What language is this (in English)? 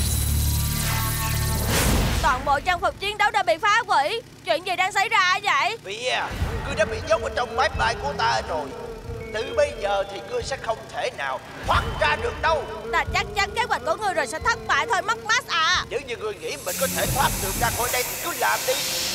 Vietnamese